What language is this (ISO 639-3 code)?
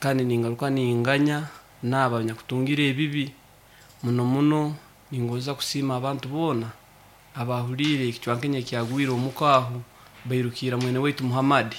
nyo